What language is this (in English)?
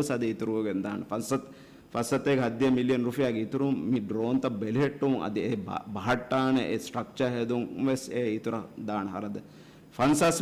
Divehi